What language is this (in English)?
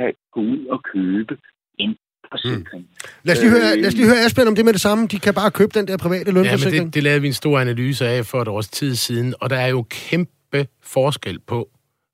Danish